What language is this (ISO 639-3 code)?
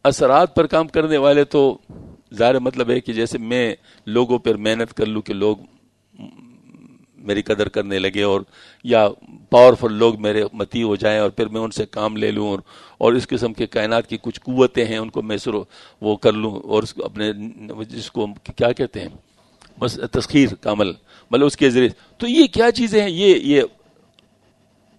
urd